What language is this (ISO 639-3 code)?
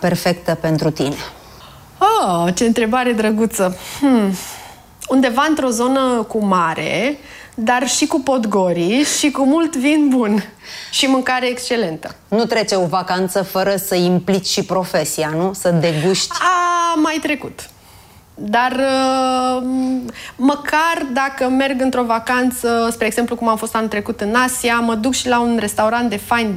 ron